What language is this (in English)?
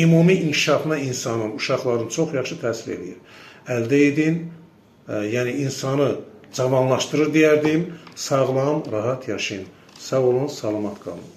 Azerbaijani